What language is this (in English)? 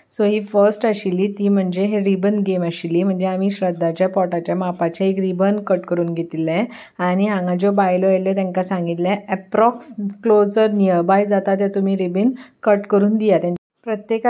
Konkani